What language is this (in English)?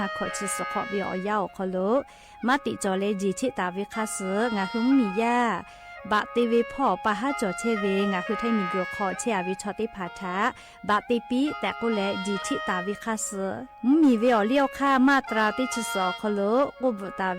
Lahu